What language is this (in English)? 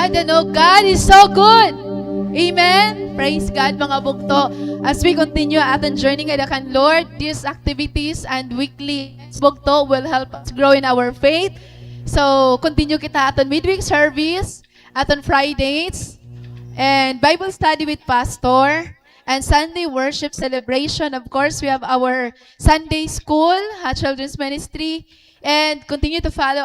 Waray